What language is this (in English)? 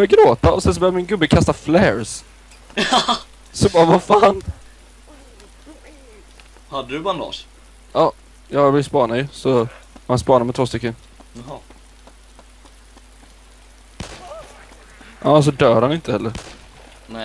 Swedish